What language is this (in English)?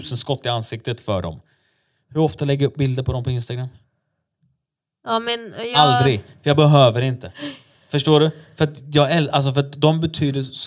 Swedish